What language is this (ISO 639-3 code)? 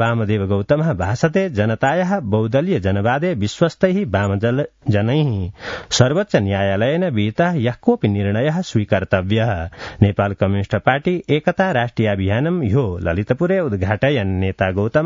san